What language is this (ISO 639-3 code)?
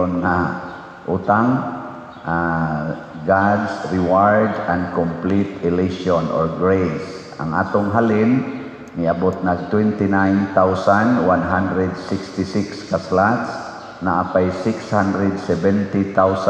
ceb